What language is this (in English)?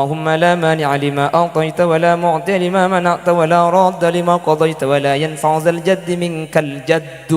Madurese